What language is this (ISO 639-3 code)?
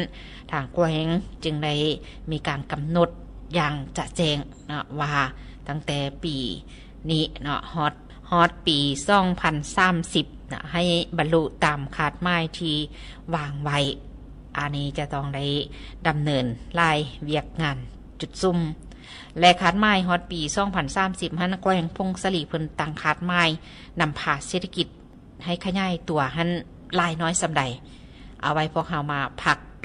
lao